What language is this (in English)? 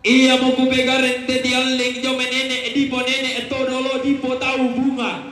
Toraja-Sa'dan